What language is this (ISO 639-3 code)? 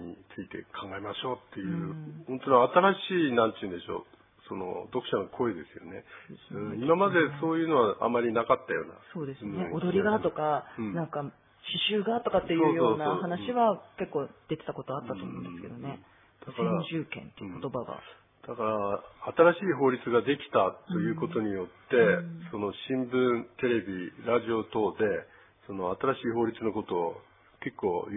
jpn